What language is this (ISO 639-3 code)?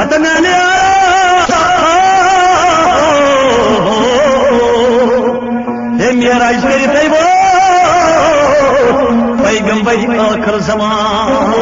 kas